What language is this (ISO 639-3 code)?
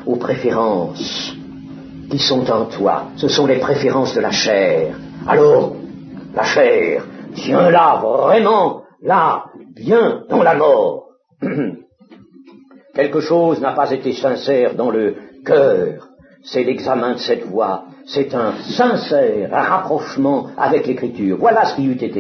fra